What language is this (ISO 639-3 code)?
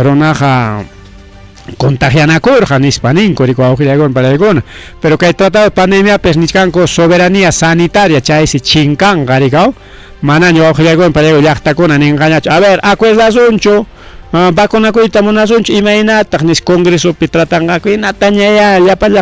quy